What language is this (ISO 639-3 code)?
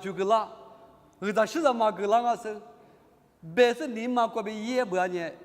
lis